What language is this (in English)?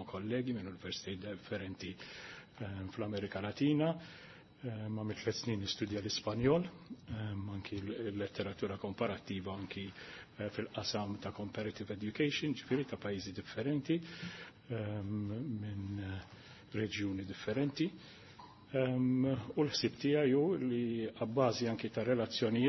Maltese